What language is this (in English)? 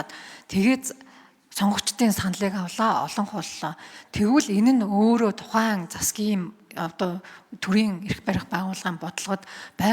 Mongolian